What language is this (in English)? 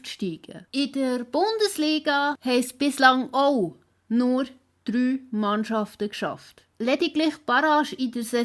Swiss German